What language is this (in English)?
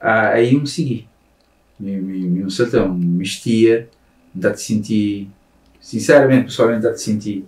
Kabuverdianu